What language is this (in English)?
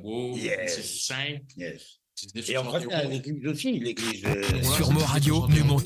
Morisyen